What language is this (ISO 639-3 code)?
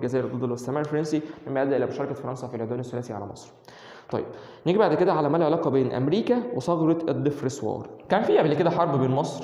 arz